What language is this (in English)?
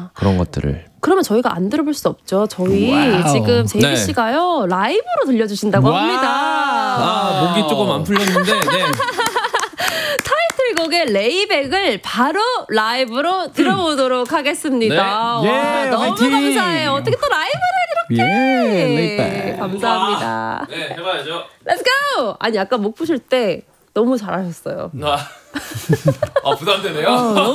Korean